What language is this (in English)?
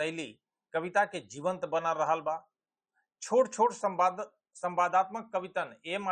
Bhojpuri